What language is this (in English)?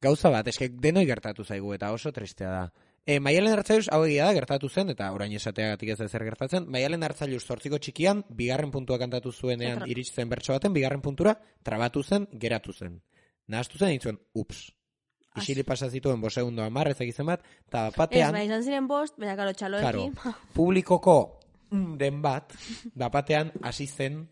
Basque